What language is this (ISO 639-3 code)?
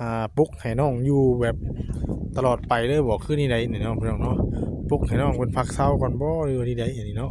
tts